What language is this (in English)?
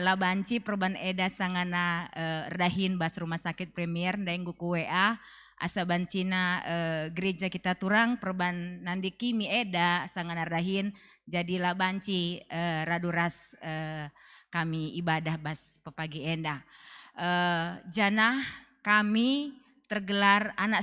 Batak Karo